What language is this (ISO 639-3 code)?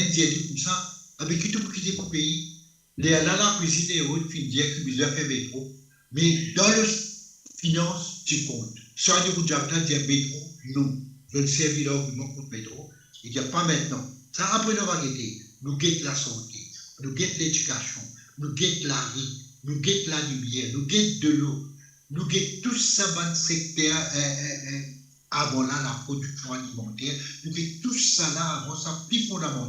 mfe